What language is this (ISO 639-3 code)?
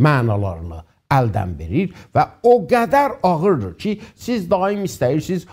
azb